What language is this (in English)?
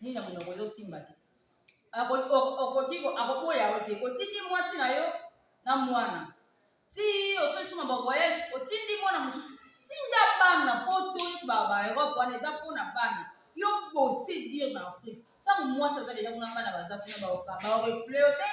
Lingala